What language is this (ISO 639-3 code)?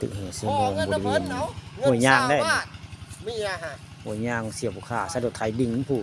tts